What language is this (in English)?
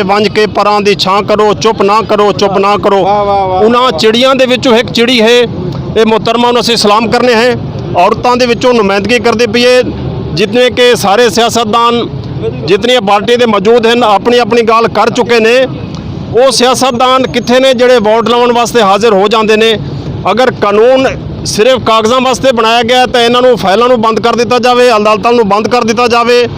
Saraiki